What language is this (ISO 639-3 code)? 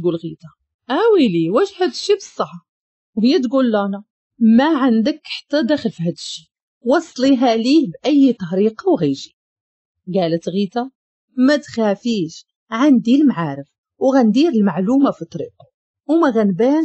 ary